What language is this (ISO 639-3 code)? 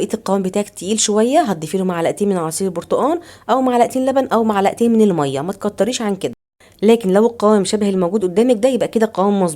arz